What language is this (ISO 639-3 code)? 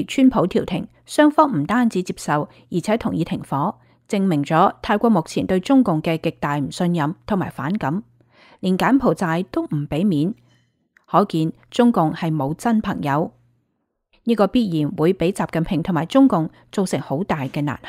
yue